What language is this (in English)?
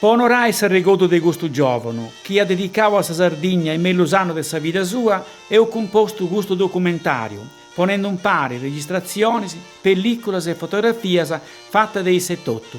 Sardinian